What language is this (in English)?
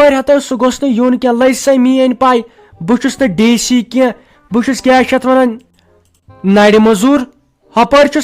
Kashmiri